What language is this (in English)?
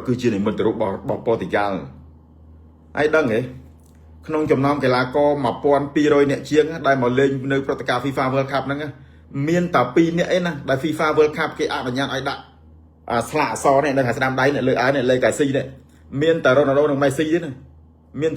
Khmer